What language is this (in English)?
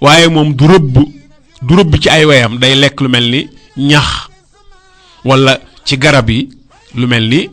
Wolof